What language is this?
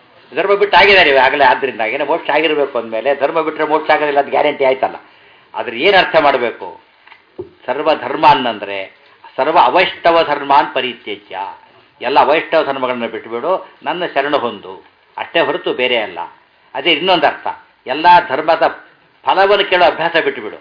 Kannada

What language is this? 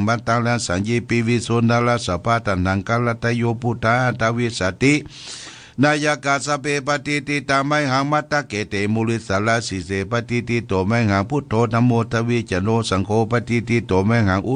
Pali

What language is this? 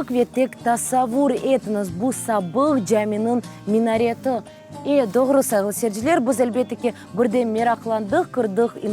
Crimean Tatar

